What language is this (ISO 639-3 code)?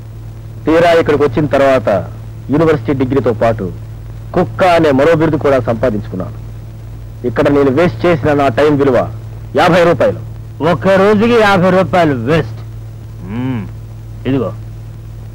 tel